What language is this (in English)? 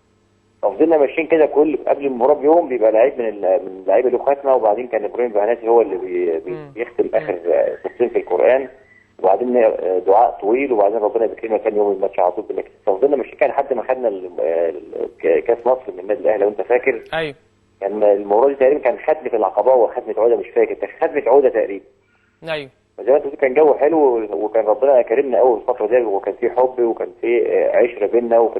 Egyptian Arabic